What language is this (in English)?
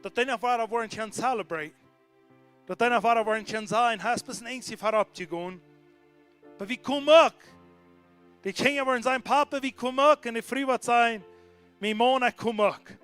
Plautdietsch